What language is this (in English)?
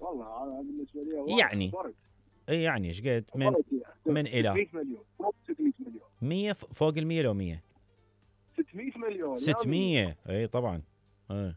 Mesopotamian Arabic